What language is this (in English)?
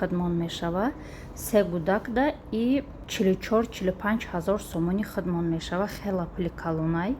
Tajik